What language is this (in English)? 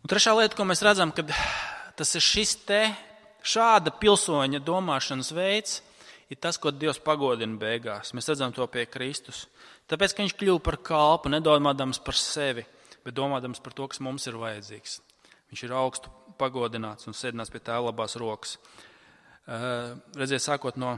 Latvian